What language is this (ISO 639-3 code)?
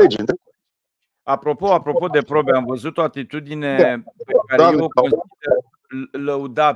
ron